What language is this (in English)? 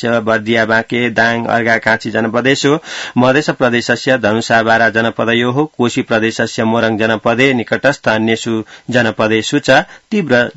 Sanskrit